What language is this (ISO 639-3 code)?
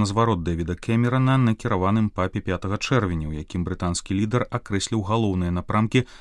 bel